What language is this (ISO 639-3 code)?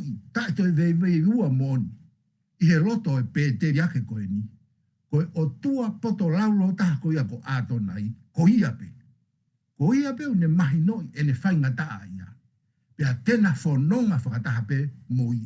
ton